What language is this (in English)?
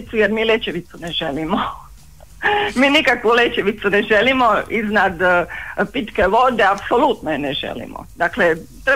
Croatian